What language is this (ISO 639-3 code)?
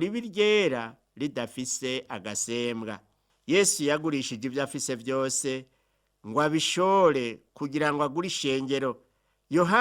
run